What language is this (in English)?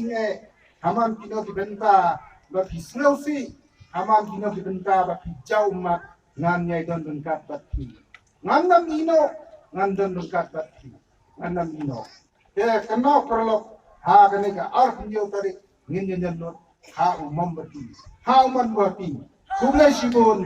Khasi